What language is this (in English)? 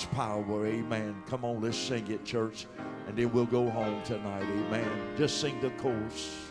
English